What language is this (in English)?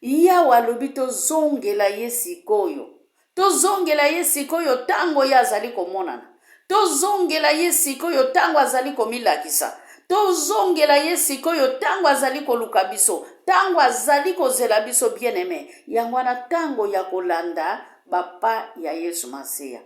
Lingala